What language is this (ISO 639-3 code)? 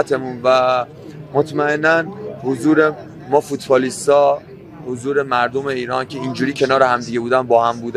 fas